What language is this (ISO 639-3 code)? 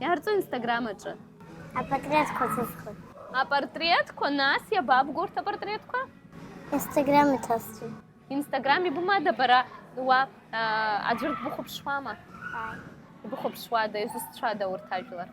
abk